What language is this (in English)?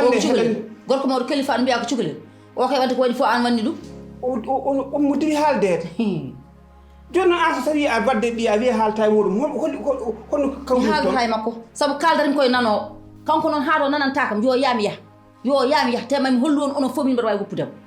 Fula